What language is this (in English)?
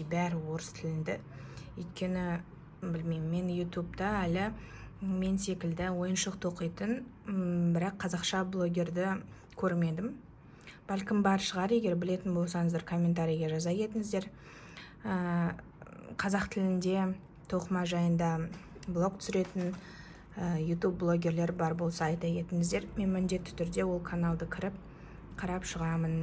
Kazakh